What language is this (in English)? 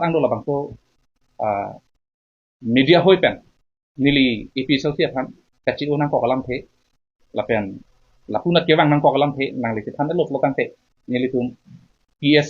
Karbi